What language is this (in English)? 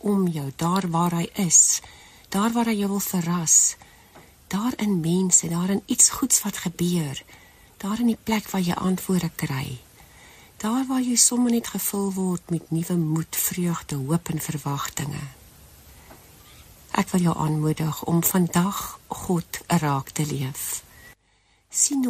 Afrikaans